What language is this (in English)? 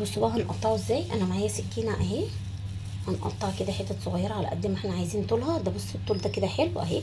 Egyptian Arabic